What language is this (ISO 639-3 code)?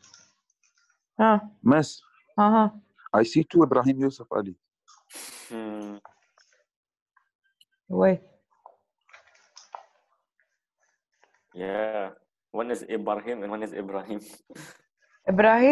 eng